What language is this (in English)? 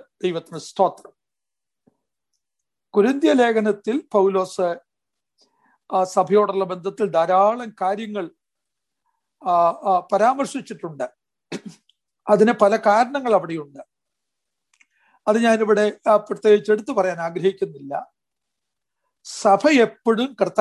Malayalam